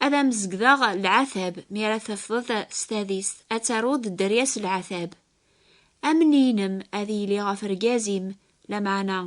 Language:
Kabyle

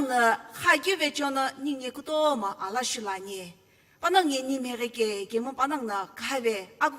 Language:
Sumi Naga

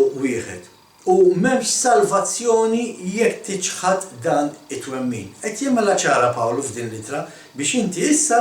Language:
Maltese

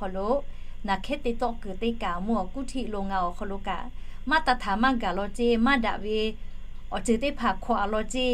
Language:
Lahu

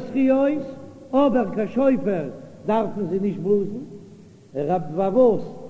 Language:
Yiddish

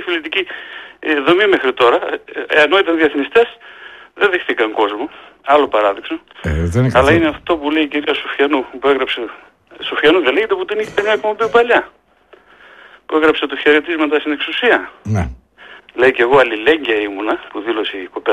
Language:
Greek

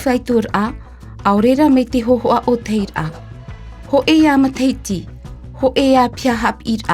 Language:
Tahitian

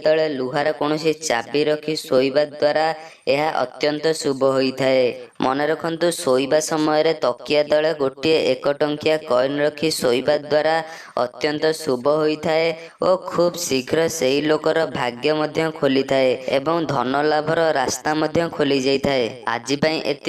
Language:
Odia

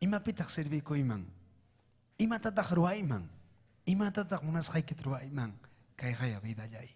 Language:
Ayacucho Quechua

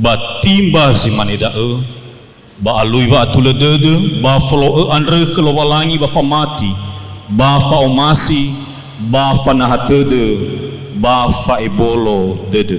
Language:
Nias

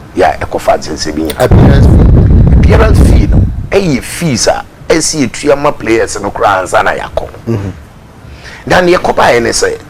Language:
Akan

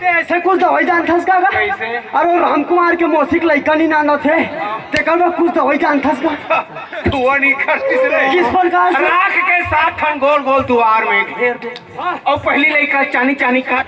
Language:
Chhattisgarhi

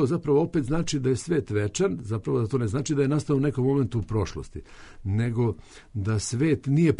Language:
Serbian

